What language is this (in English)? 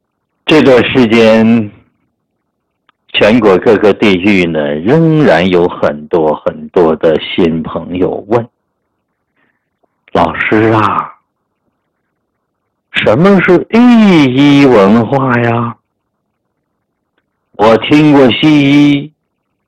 Chinese